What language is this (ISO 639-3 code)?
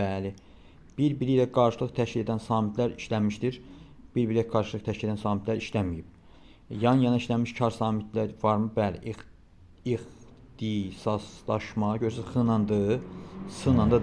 aze